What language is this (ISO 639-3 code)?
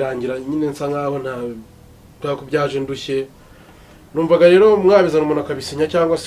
kin